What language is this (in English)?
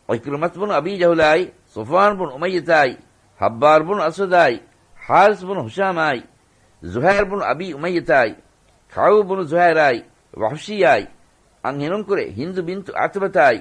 Divehi